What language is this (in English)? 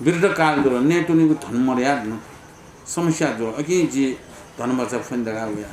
Newari